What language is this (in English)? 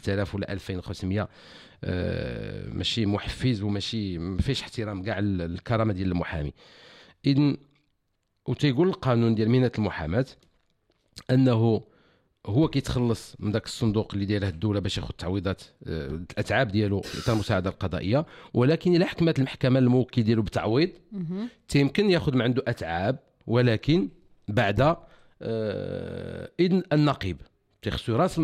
Moroccan Arabic